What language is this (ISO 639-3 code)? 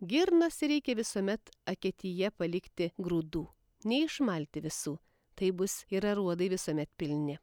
lit